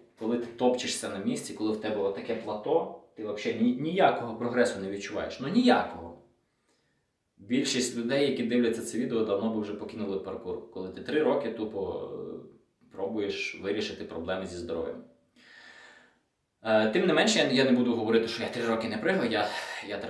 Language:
Ukrainian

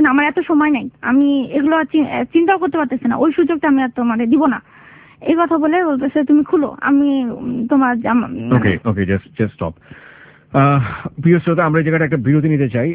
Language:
Bangla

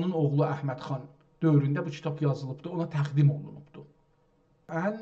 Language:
South Azerbaijani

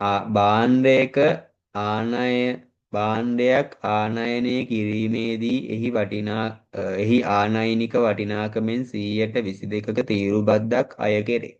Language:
Sinhala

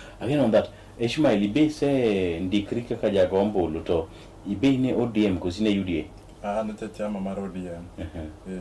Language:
Luo (Kenya and Tanzania)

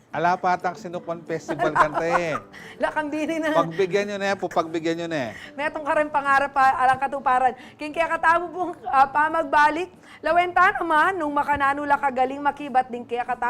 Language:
Pampanga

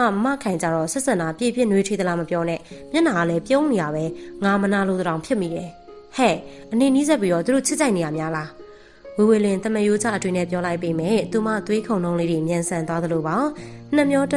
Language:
Burmese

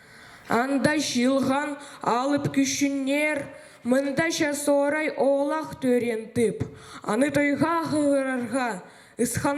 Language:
Khakas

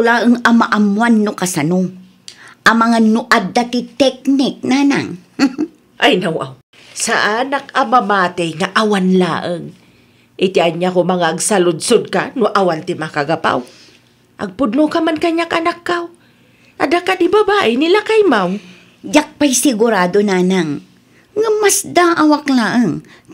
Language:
Iloko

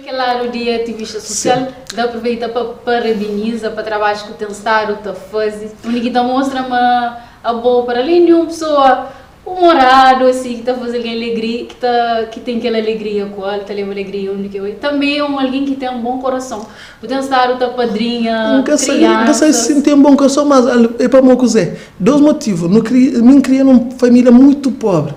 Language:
Kabuverdianu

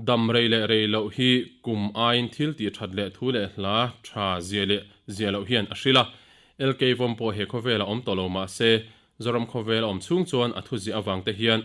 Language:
Mizo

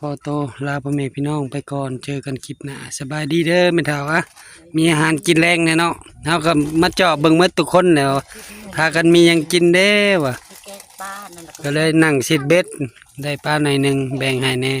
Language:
Northeastern Thai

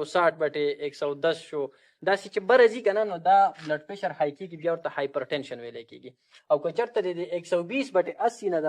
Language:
Pashto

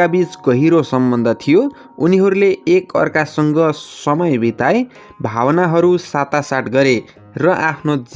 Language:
Nepali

